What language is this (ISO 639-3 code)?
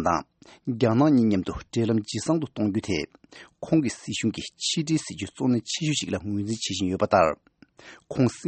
bod